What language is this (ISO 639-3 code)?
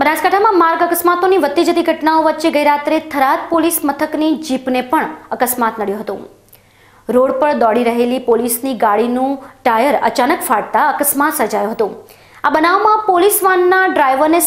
guj